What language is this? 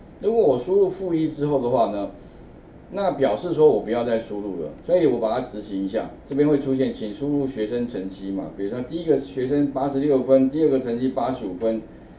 Chinese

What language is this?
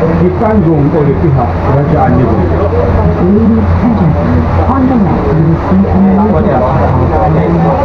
Malay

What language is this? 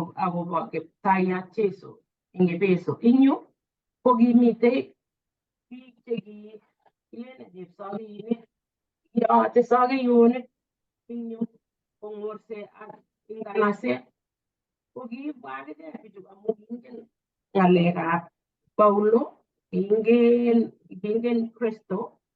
Kalenjin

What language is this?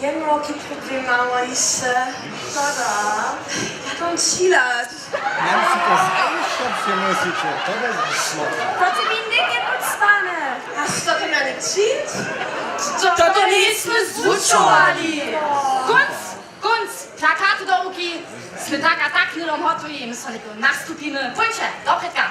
Upper Sorbian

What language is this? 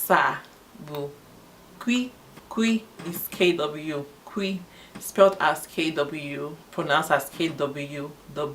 Igbo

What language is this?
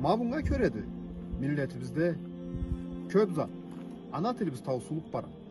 Karachay-Balkar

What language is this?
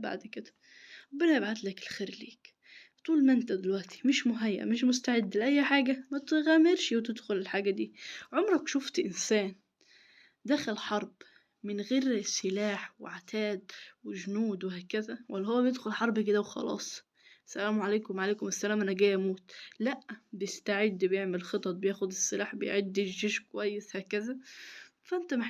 Egyptian Arabic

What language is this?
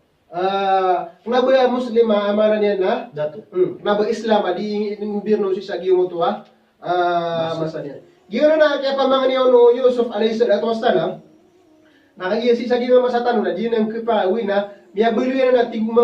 Maranao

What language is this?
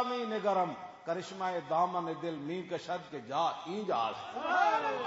Western Panjabi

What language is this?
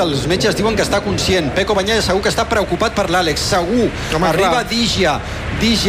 Catalan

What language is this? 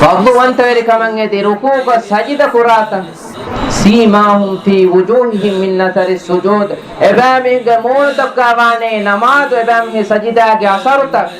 Divehi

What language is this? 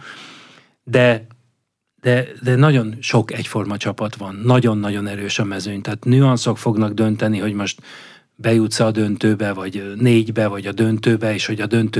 Hungarian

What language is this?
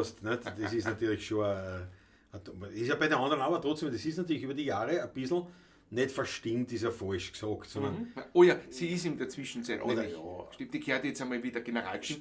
Bavarian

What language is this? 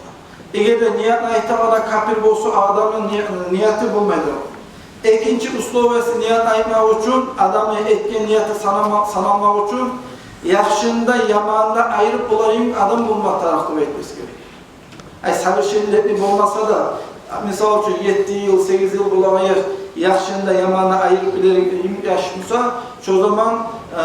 Kumyk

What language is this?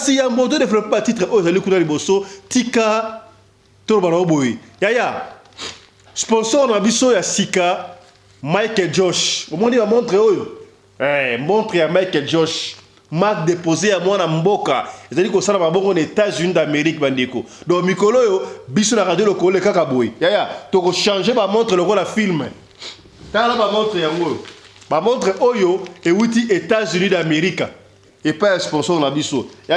Lingala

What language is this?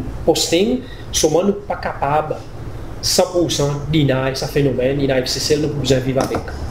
Seselwa Creole French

